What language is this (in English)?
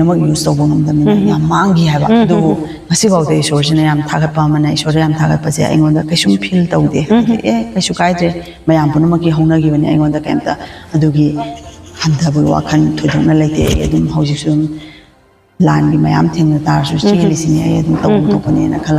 Manipuri